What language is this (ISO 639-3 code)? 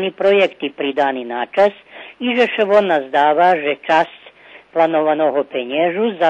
rue